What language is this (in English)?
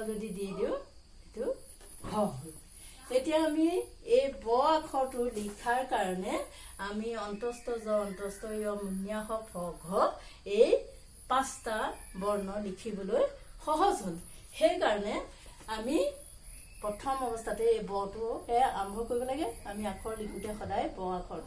Assamese